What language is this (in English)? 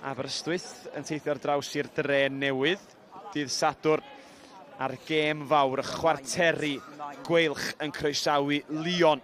Welsh